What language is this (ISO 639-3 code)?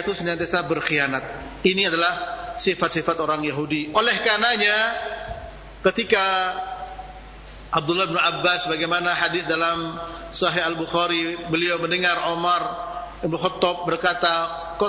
ind